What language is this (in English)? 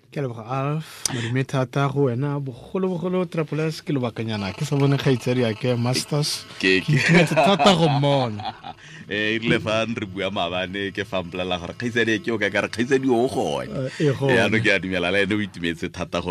Tswana